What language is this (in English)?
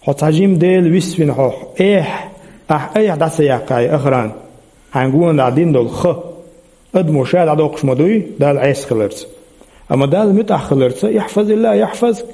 Chechen